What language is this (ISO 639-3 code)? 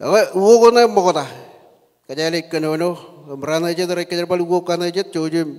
mah